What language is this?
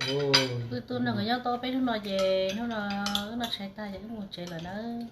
Hmong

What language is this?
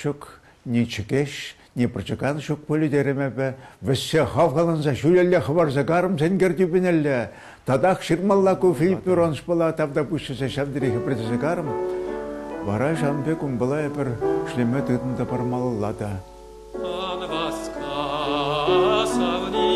Chuvash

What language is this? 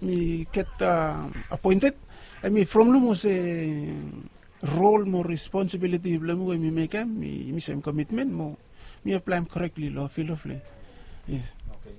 Bislama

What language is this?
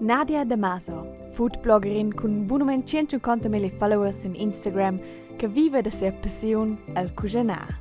Romansh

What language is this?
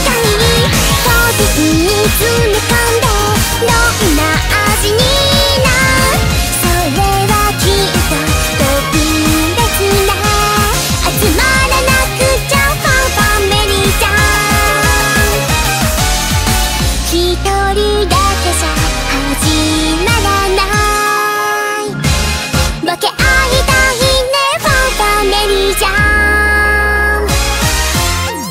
Japanese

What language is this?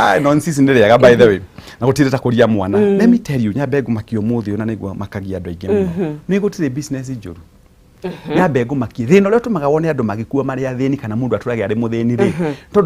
Kikuyu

